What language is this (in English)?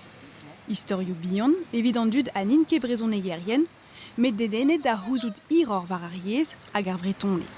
Breton